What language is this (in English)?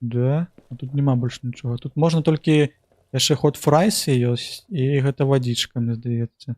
Belarusian